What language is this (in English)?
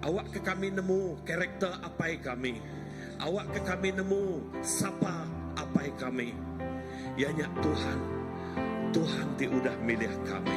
Iban